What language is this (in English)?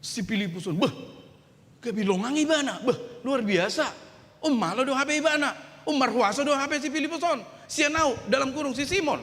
Batak Toba